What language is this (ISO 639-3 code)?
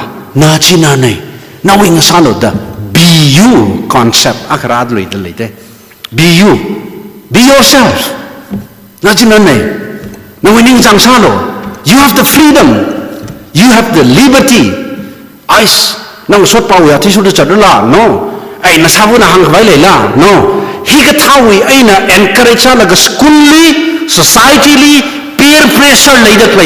nmf